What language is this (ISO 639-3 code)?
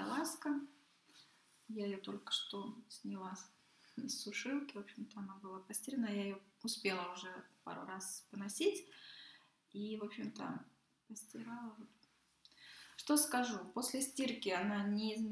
rus